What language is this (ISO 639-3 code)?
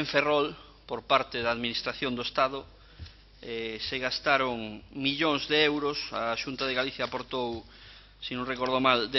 glg